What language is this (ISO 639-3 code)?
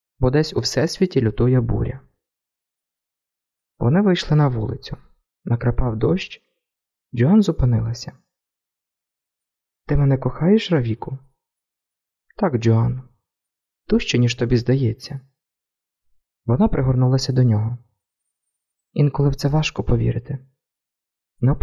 ukr